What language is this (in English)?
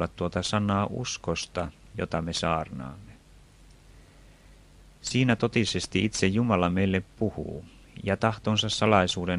Finnish